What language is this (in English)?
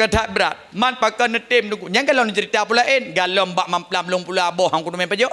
Achinese